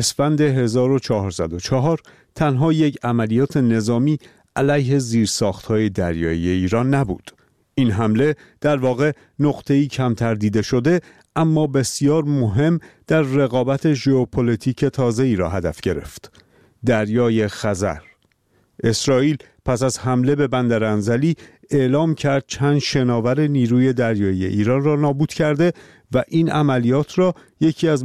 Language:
Persian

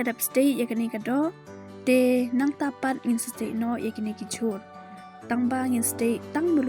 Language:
Khasi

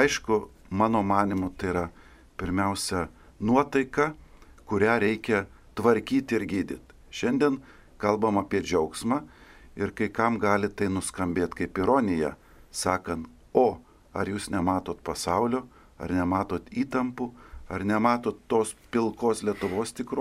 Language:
Lithuanian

